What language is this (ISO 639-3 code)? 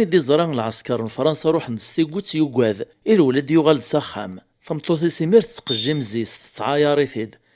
kab